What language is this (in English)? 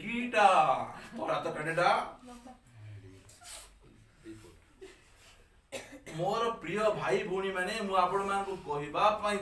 Odia